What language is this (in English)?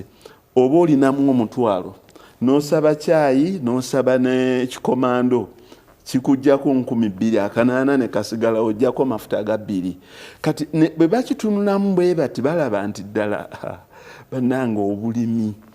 Ganda